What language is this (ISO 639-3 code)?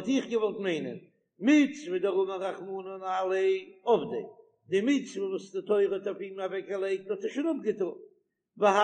yid